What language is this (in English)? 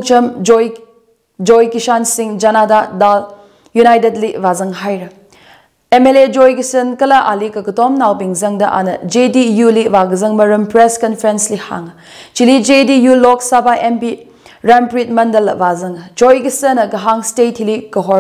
Tangkhul Naga (India)